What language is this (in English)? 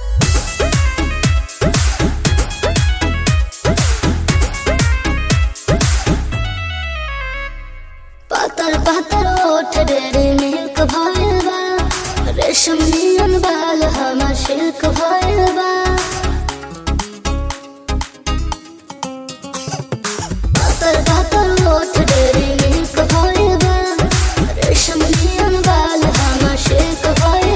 Bhojpuri